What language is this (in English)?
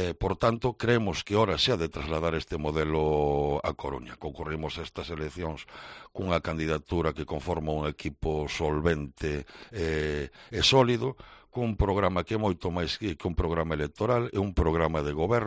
Galician